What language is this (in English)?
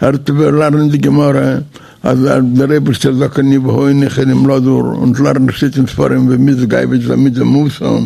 Yiddish